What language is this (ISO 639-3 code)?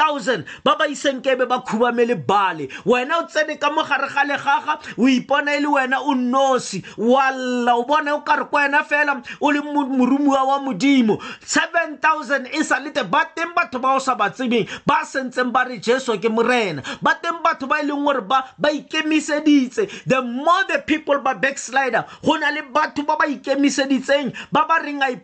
tsn